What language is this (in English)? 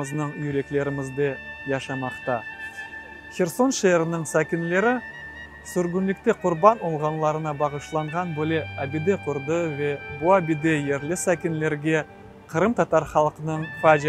Crimean Tatar